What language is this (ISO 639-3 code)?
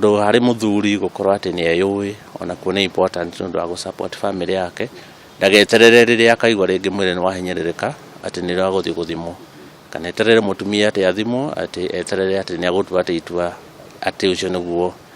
kik